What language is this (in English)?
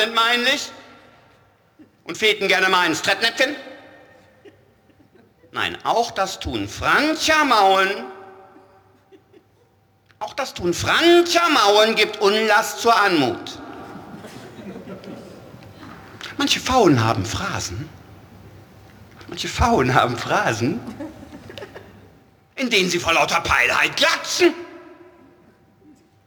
German